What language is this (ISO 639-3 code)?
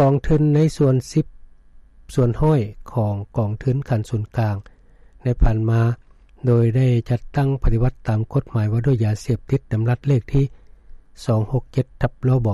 lao